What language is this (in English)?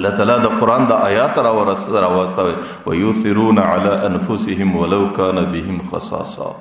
Pashto